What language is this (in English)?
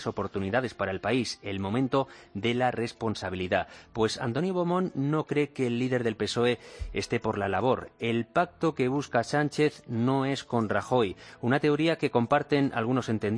Spanish